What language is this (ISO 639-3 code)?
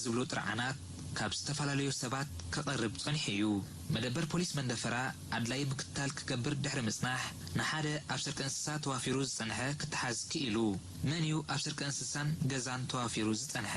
tir